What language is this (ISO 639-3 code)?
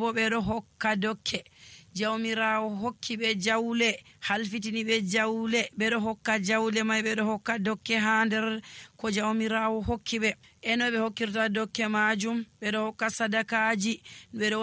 fuv